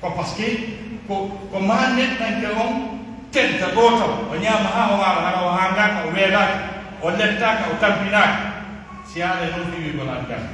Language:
Pular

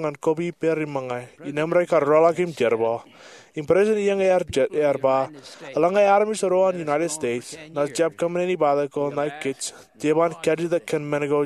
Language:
Marshallese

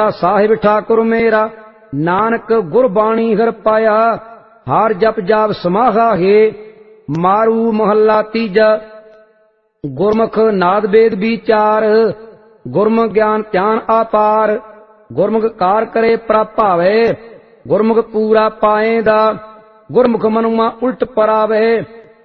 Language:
Punjabi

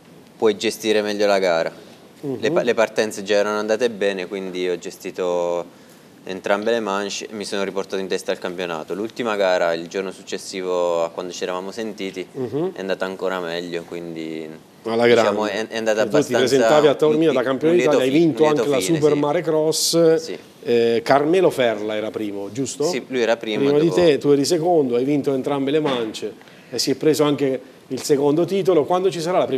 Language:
Italian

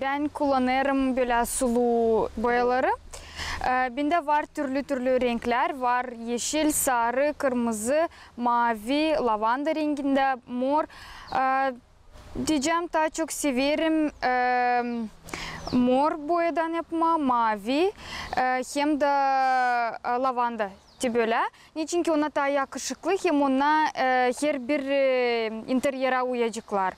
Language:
Gagauz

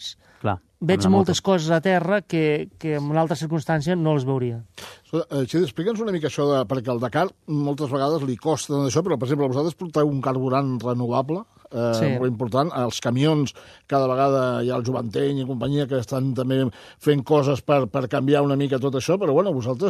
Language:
Catalan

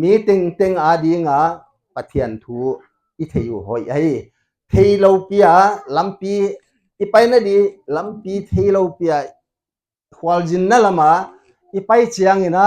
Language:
Paite Chin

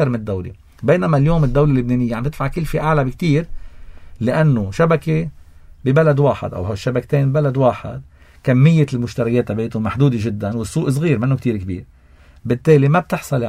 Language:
North Levantine Arabic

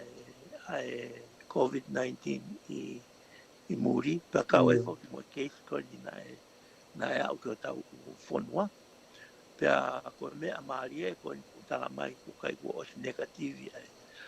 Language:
Tongan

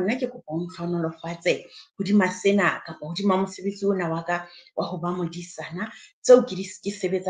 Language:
Southern Sotho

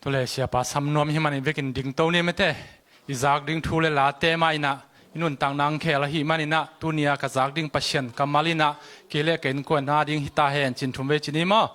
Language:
Tedim Chin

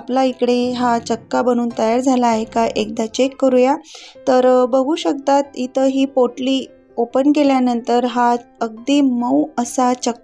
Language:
Marathi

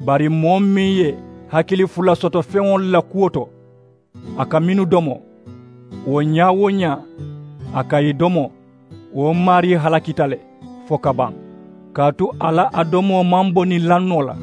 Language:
Mandingo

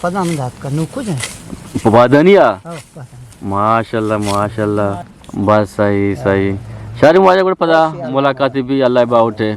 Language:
Eastern Balochi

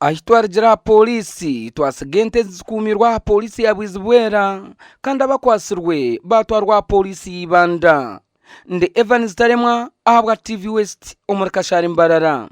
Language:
Nyankole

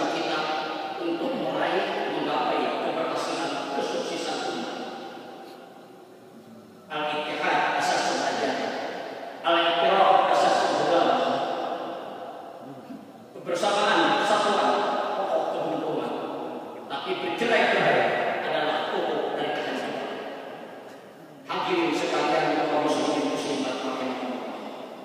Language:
Indonesian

